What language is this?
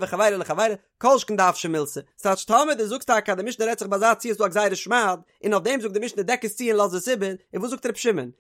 Yiddish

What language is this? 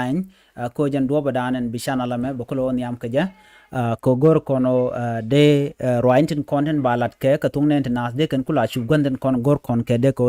Nuer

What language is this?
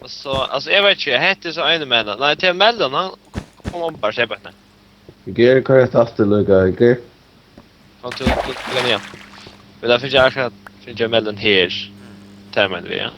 Faroese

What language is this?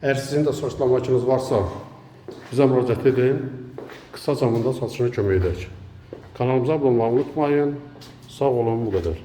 Azerbaijani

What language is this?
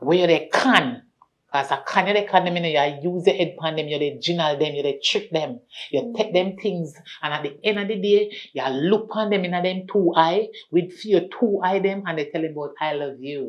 Jamaican Creole English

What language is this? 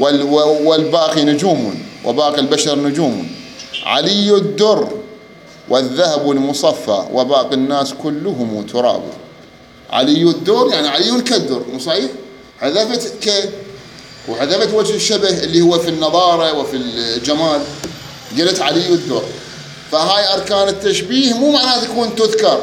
Mesopotamian Arabic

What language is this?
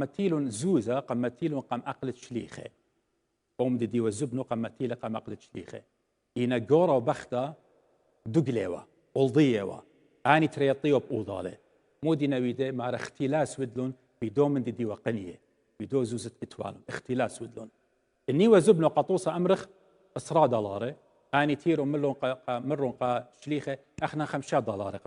Assyrian Neo-Aramaic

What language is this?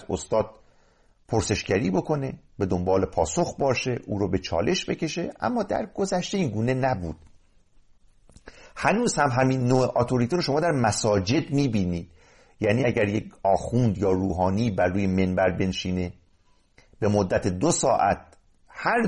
Persian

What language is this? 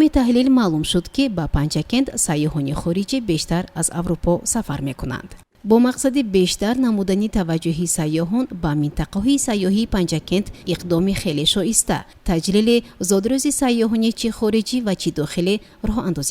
Tajik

